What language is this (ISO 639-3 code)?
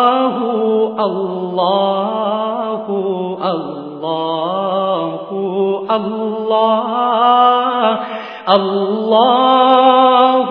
urd